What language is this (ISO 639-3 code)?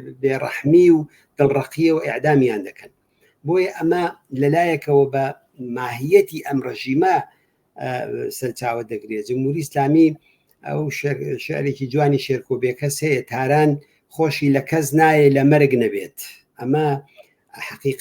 ckb